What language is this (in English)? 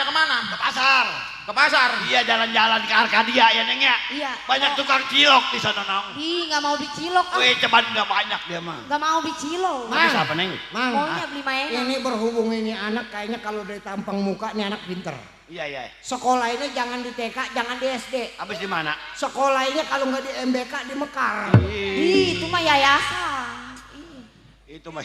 Betawi